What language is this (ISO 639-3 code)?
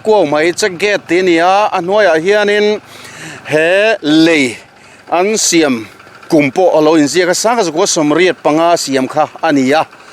lus